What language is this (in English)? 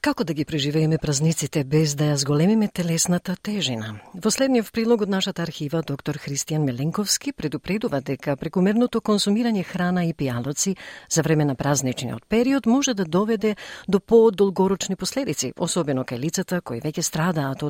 Macedonian